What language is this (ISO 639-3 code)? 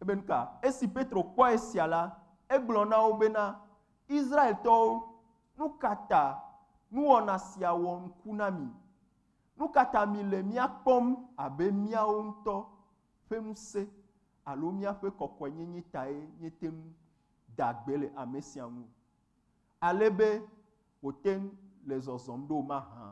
ewe